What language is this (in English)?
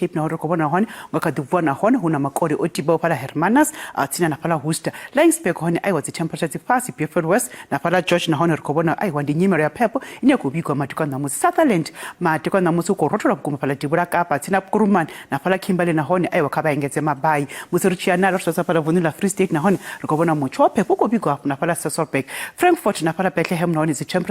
Venda